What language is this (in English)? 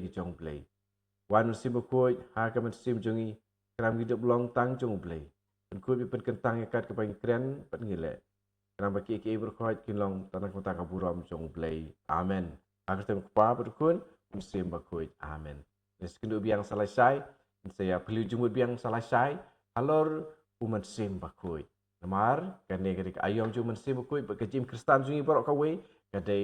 Khasi